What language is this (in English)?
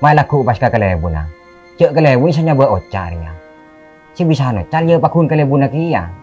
Madurese